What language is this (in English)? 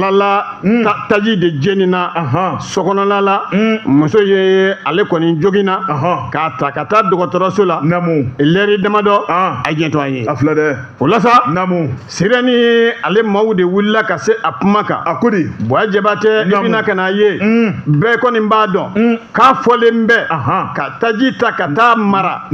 Bambara